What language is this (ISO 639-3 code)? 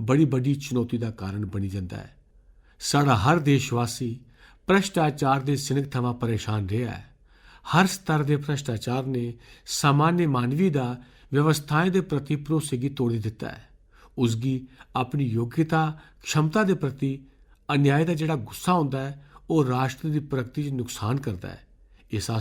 doi